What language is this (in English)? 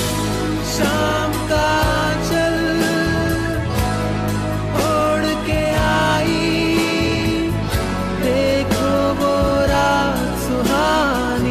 Hindi